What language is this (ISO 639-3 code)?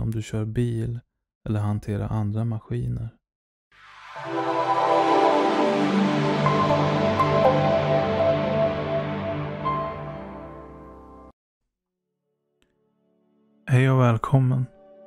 swe